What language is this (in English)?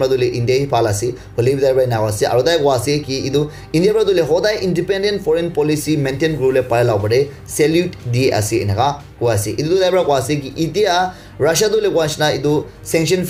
Naga Pidgin